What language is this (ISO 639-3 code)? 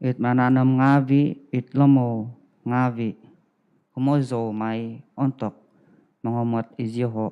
dtp